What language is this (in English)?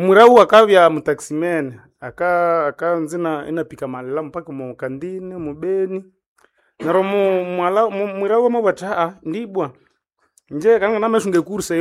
Nande